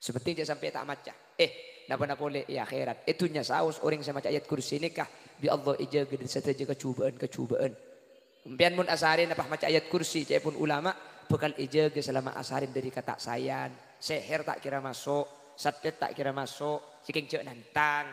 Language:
Madurese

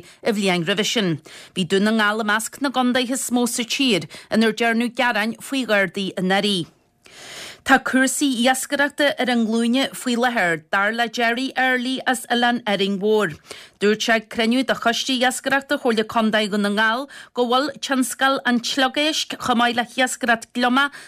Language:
Irish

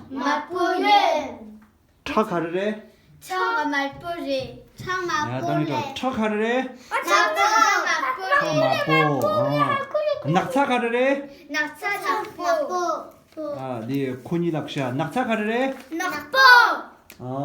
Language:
Tibetan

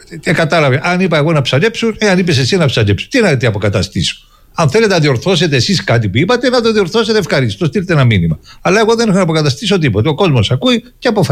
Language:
Greek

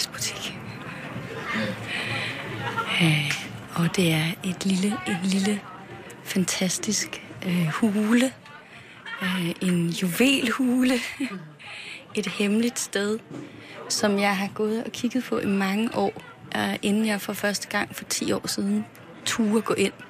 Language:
Danish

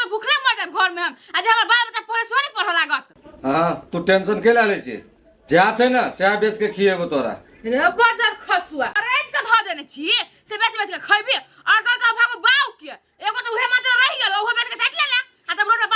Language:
Maithili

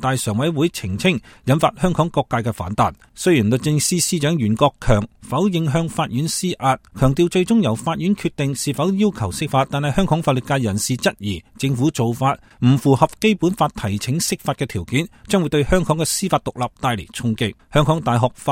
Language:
Cantonese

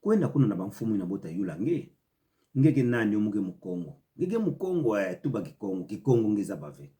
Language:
Kituba (Democratic Republic of Congo)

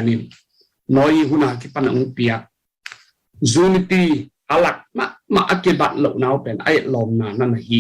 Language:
Tedim Chin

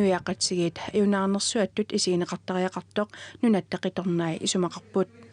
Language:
Kalaallisut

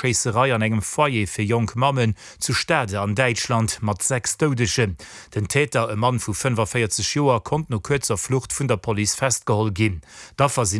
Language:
Luxembourgish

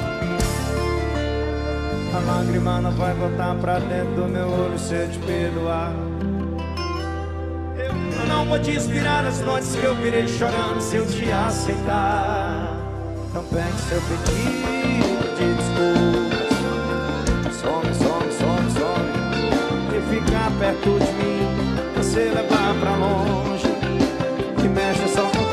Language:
Portuguese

